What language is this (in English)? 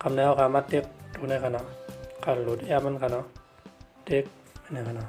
Shan